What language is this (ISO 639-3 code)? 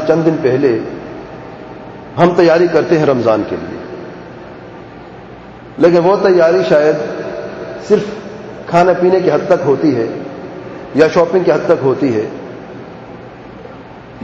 urd